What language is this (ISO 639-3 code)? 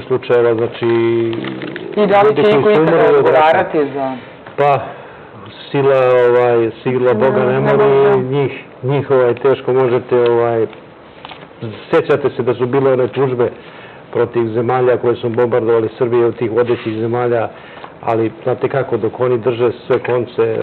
srp